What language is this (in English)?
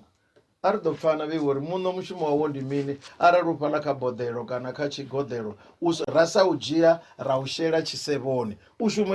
Venda